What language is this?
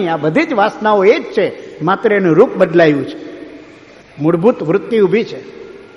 Gujarati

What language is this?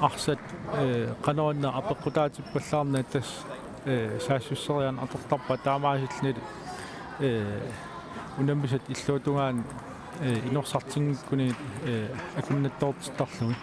Kalaallisut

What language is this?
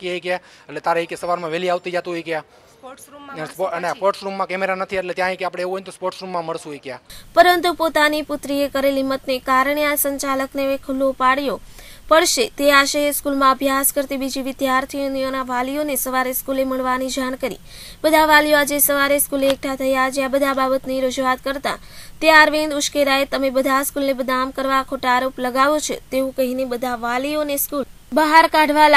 Gujarati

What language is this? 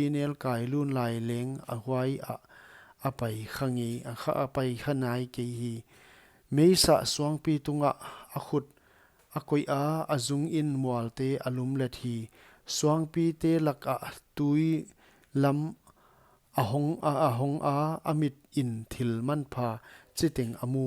Paite Chin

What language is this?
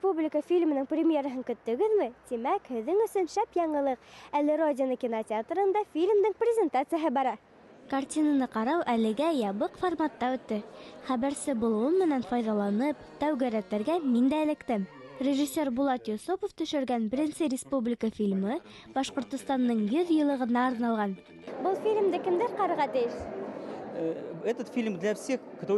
Bashkir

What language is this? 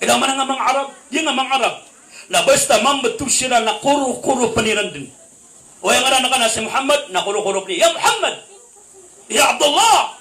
Maranao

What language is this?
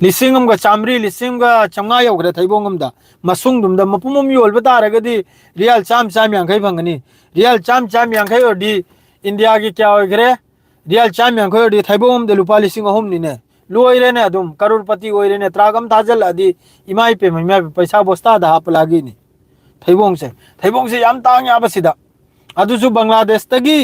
Manipuri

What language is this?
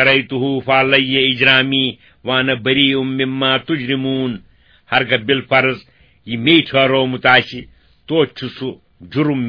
Kashmiri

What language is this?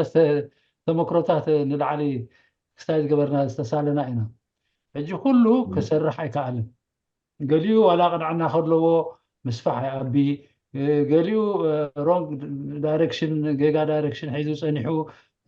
Tigrinya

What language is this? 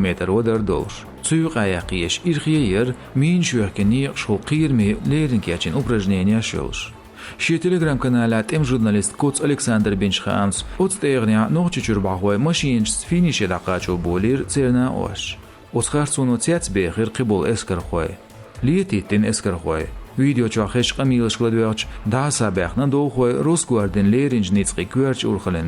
Chechen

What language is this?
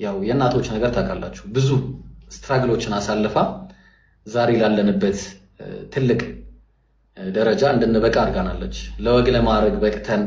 Amharic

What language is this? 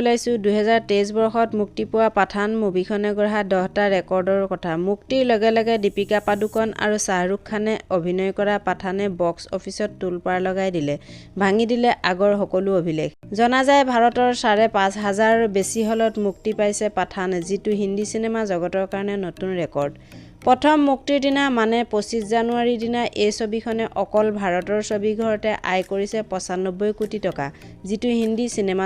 Assamese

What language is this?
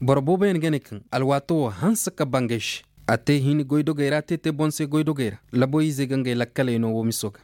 Zarma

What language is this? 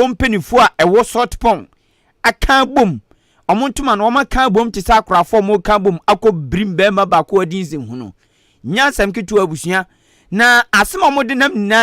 Akan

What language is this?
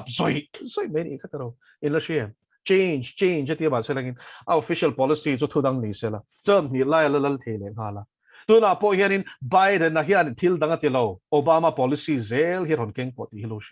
Mizo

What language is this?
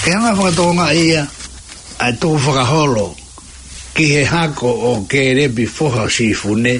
Tongan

